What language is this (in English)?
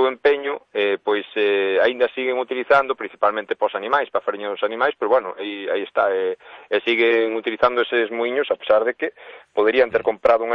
Galician